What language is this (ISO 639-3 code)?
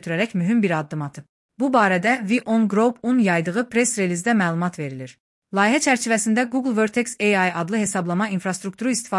aze